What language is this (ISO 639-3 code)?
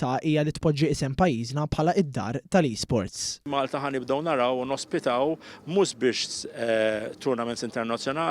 mlt